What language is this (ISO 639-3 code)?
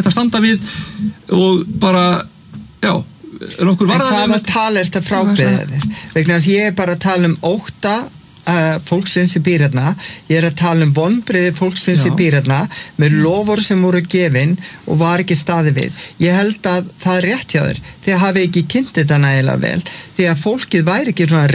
isl